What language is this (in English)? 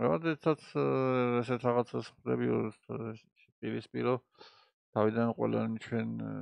Georgian